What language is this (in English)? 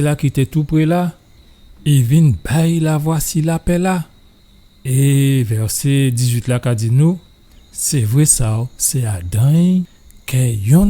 Guadeloupean Creole French